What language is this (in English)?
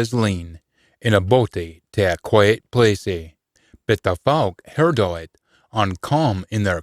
Scots